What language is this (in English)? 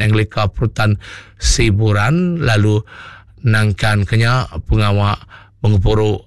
Iban